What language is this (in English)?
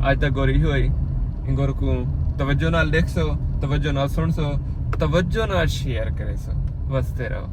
Saraiki